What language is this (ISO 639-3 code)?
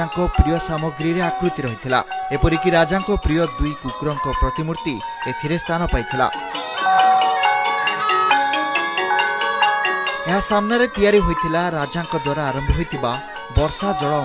ori